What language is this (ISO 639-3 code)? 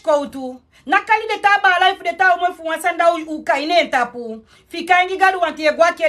srn